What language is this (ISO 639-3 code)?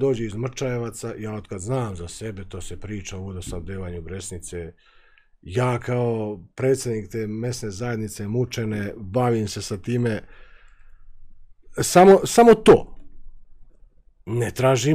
srp